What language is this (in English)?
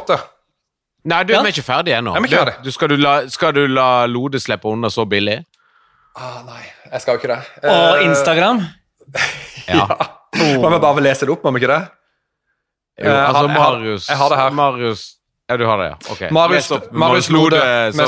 Norwegian